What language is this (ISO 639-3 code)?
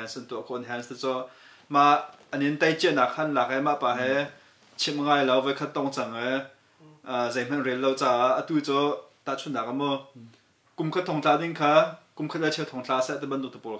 cnh